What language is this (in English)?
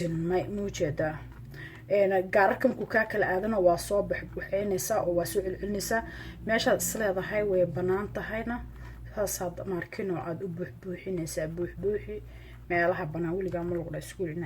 Somali